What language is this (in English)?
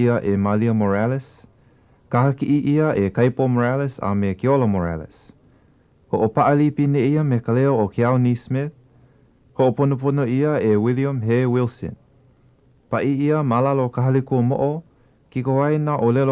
Hawaiian